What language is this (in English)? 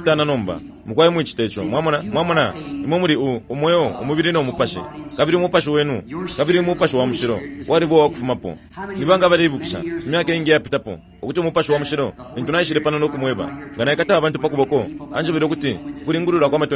Bemba